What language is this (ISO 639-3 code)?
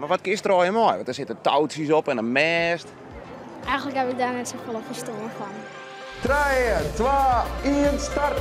fry